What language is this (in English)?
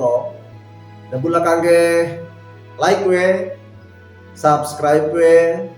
Wejewa